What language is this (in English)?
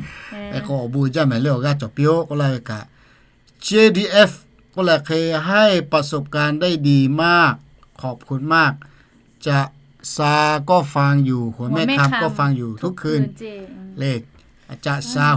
Lahu